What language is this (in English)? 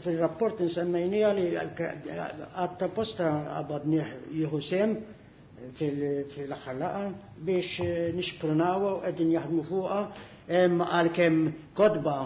Maltese